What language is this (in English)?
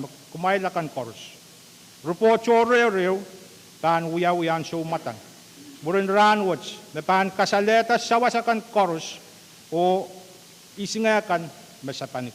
Pohnpeian